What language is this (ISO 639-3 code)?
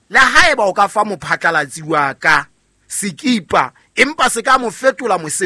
sot